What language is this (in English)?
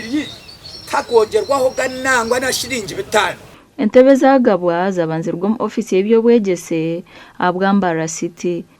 Nyankole